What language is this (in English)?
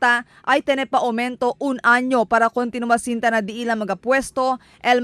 Chavacano